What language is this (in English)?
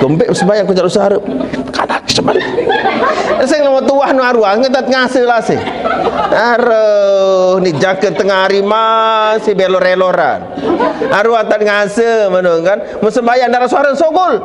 Sasak